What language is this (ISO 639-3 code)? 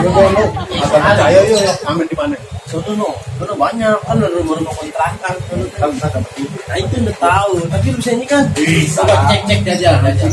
bew